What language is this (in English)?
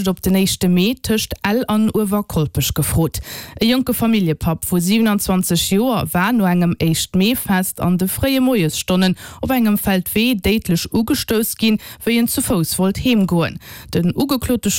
Luxembourgish